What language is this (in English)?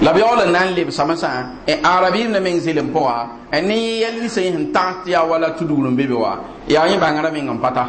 Mossi